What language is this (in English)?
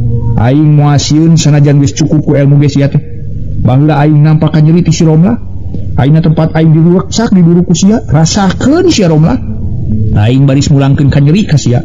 Sundanese